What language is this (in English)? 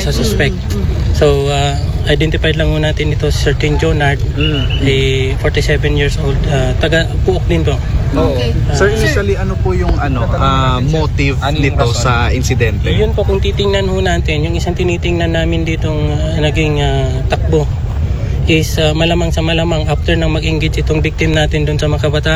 Filipino